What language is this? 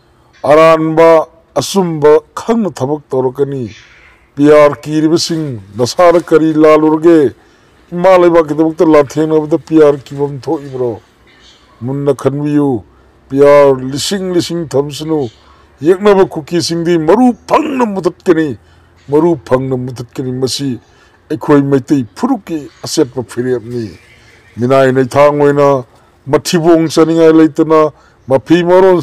Manipuri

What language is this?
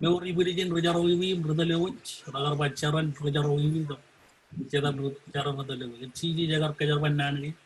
Marshallese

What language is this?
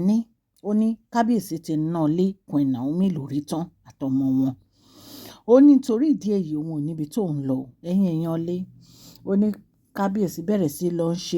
Yoruba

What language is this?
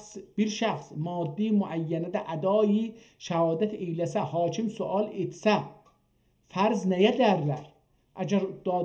South Azerbaijani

